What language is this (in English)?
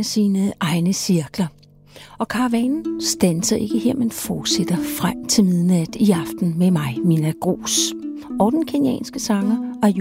Danish